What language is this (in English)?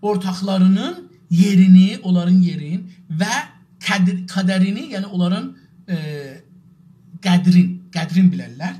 South Azerbaijani